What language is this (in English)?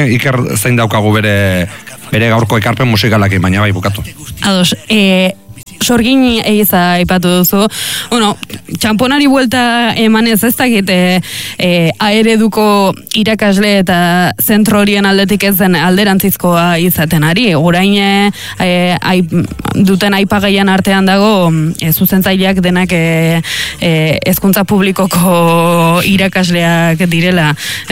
Basque